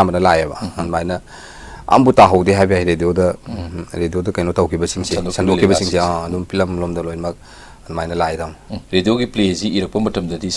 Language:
Manipuri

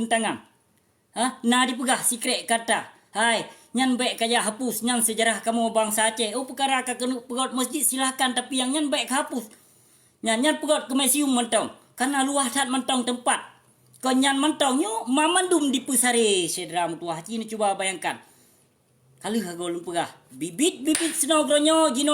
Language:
Achinese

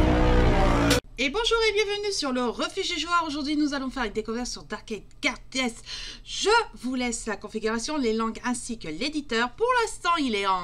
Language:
French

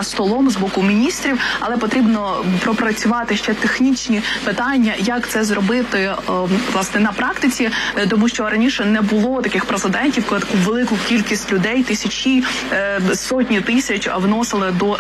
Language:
Ukrainian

